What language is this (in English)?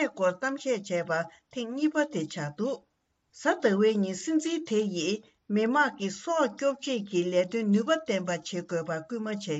Tibetan